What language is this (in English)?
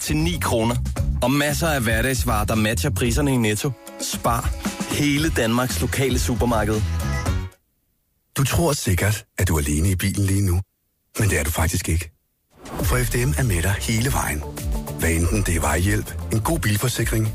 Danish